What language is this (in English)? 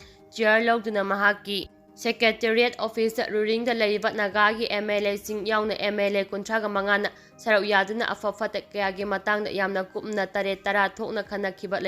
Manipuri